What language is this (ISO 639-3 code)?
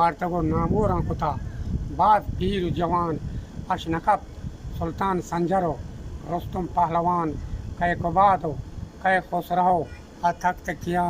bgp